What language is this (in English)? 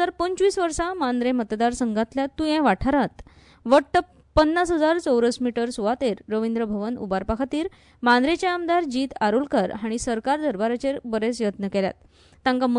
Konkani